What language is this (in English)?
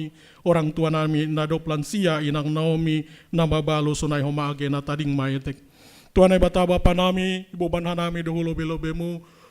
Batak Simalungun